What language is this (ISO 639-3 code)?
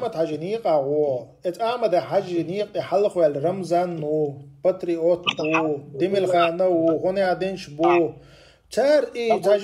che